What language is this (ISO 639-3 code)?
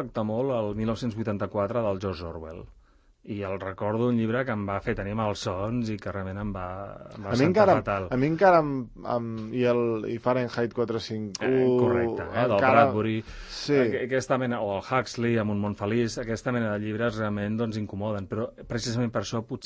cat